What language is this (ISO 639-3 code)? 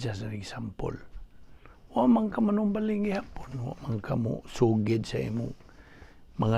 ceb